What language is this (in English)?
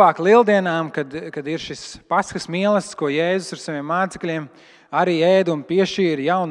Latvian